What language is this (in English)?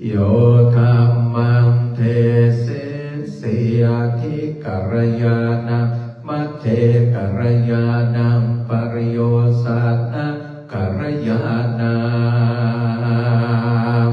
Pali